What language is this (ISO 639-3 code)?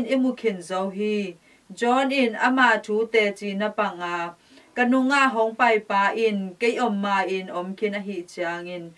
ctd